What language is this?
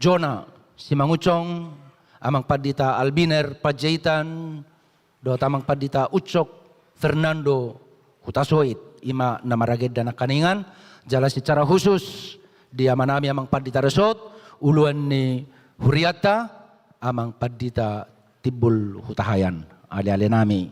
Batak Toba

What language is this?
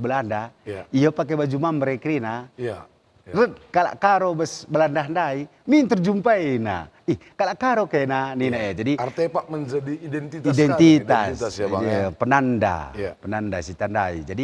Batak Karo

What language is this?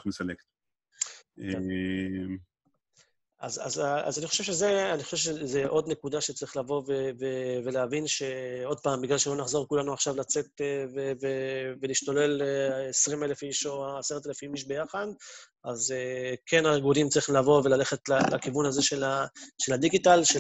Hebrew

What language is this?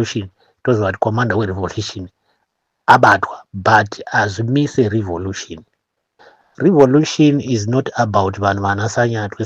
Shona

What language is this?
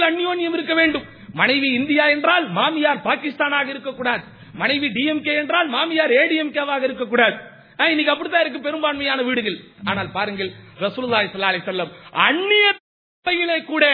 Tamil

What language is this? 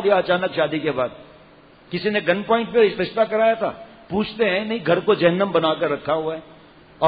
Urdu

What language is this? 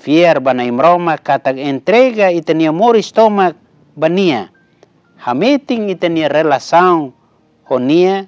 Tetum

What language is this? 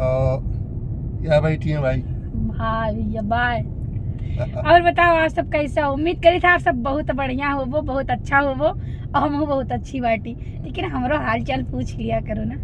Awadhi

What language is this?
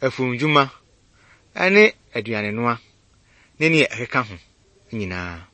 Akan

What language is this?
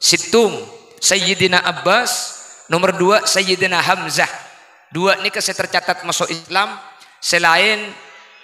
Madurese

